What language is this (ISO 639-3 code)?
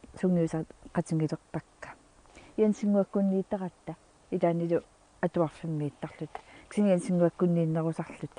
kal